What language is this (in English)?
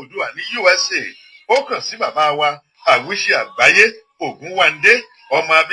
Yoruba